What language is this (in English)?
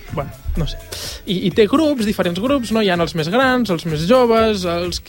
Catalan